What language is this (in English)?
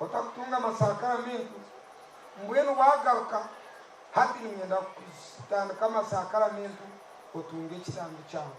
Nyankole